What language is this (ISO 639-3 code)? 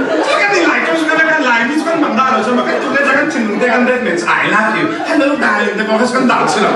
cfm